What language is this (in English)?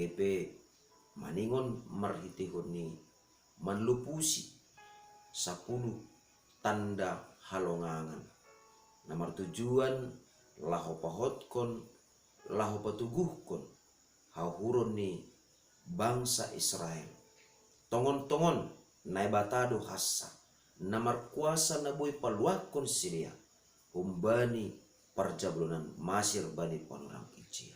Batak Simalungun